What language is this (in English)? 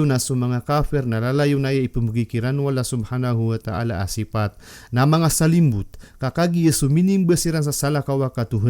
Maranao